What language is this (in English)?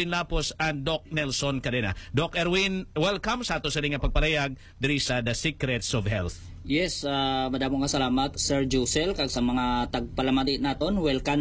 Hiligaynon